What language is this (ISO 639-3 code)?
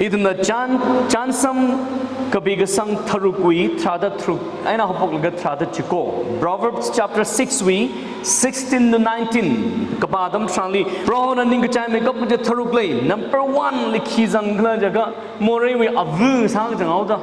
nmf